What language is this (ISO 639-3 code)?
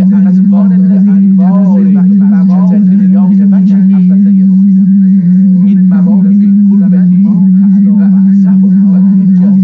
azb